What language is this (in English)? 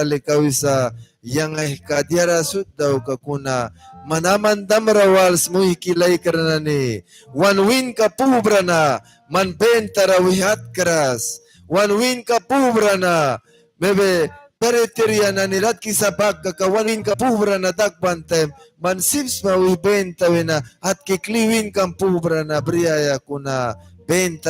Mískito